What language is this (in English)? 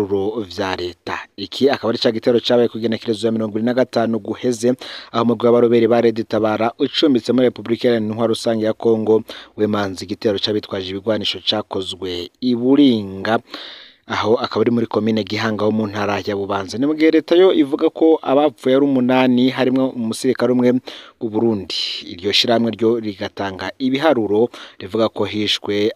Rundi